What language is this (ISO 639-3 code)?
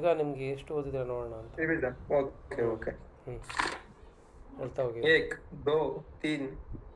kan